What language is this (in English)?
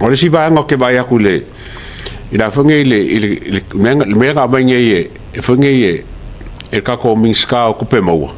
Samoan